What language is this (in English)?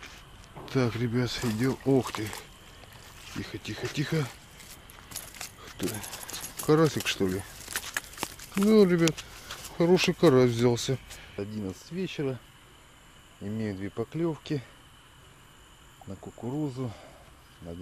Russian